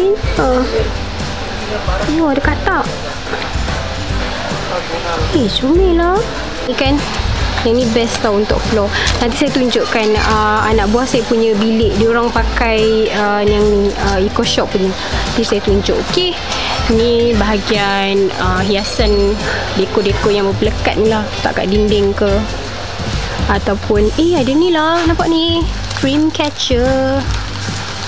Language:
Malay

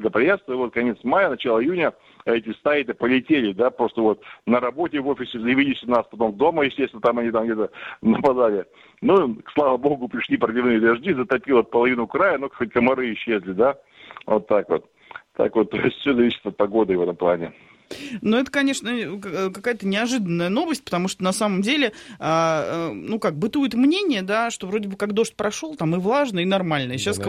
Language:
Russian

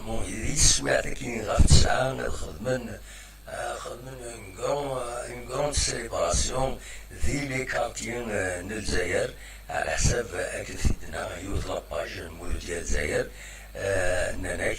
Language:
Kabyle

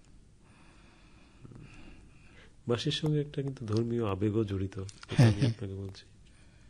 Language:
Bangla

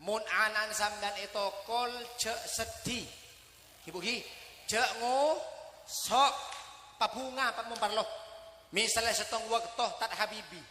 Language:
Madurese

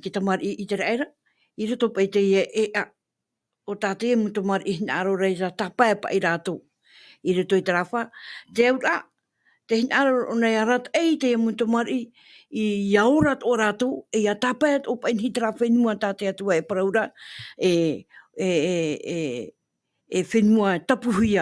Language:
Tahitian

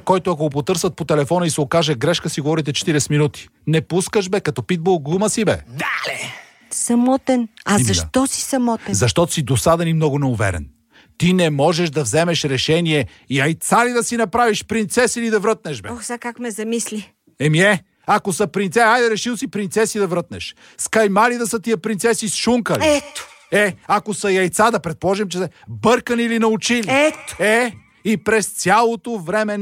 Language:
Bulgarian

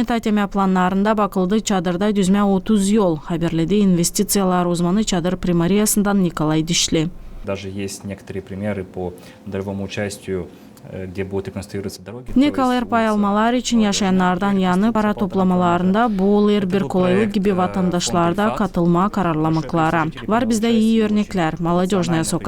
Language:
Gagauz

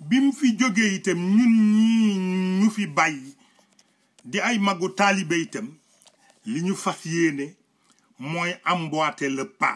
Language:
Wolof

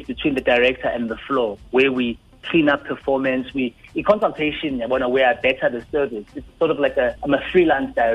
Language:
Xhosa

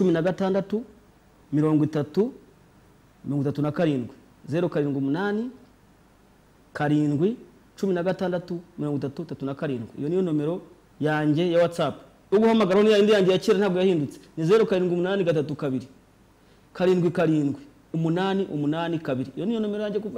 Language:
Kinyarwanda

